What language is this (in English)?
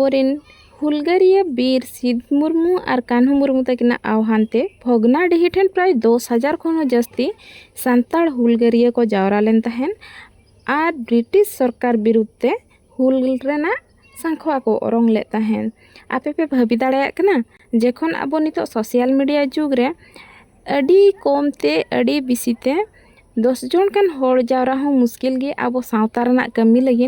Santali